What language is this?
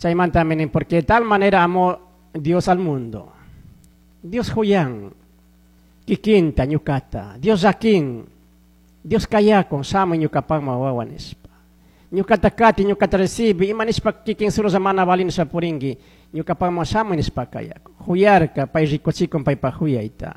Chimborazo Highland Quichua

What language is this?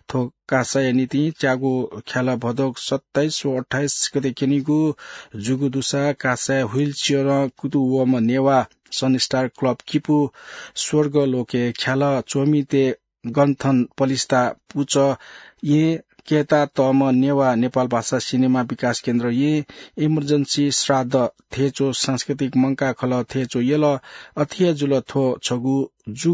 Newari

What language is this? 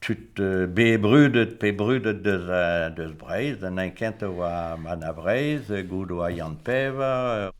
Breton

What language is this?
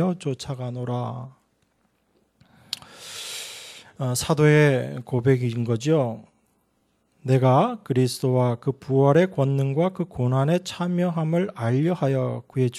Korean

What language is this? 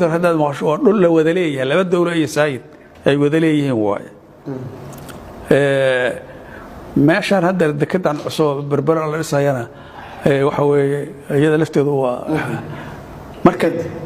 Somali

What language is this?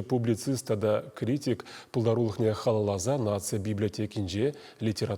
Chuvash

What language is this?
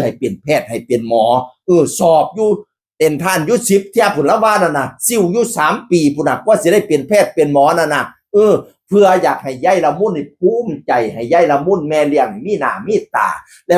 Northeastern Thai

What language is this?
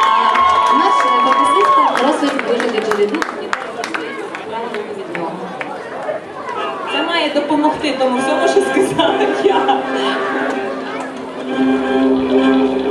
Ukrainian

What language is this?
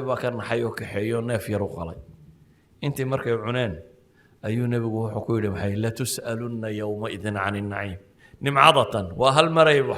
Somali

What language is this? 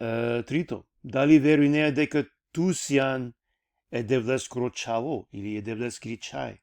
Balkan Romani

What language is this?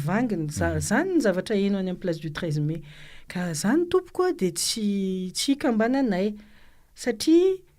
Malagasy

